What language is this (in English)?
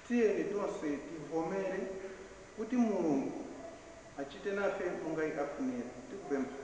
Nyanja